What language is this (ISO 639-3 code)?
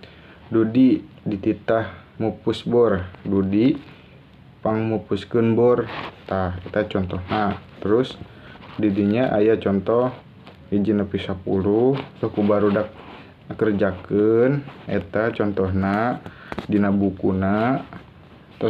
sun